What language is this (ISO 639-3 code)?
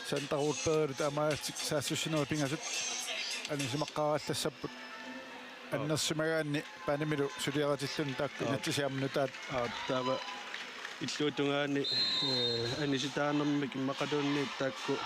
kal